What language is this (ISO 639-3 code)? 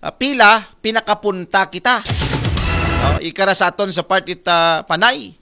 akl